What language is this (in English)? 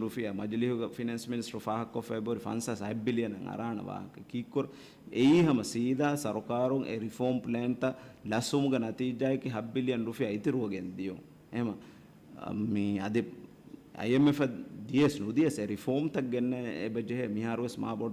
Divehi